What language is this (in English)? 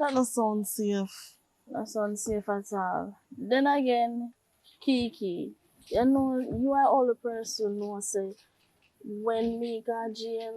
Jamaican Creole English